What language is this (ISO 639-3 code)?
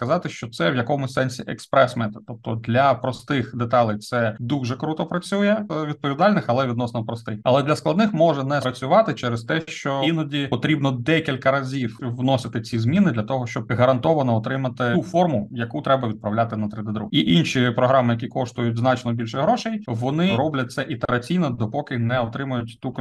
ukr